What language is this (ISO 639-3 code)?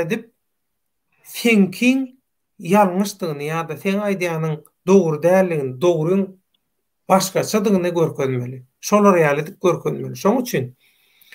tuk